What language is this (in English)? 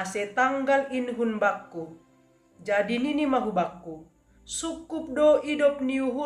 Batak Simalungun